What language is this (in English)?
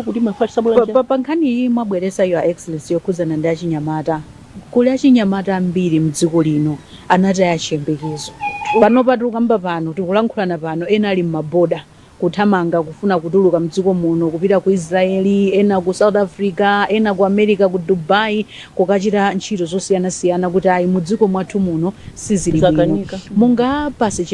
Nyanja